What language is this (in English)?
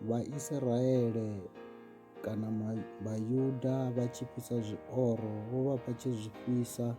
Venda